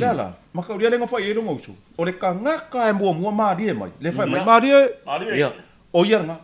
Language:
Samoan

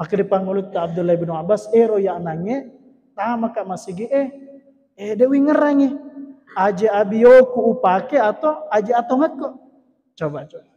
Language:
Buginese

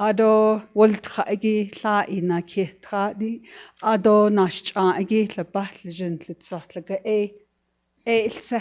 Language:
Navajo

